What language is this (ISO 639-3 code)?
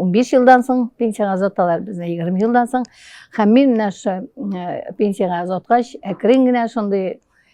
tat